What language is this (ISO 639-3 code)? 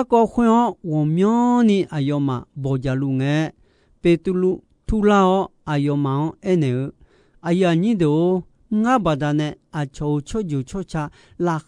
ahk